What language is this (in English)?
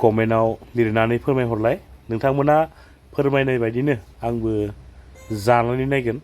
Bodo